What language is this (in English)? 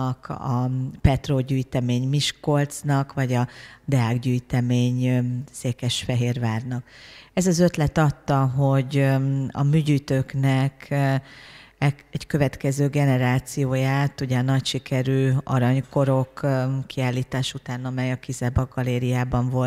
Hungarian